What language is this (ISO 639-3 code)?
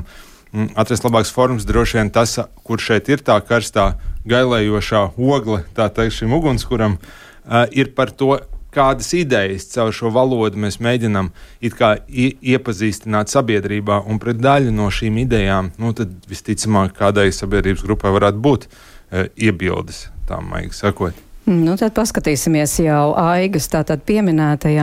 lav